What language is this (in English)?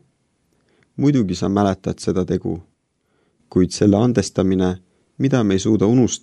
Estonian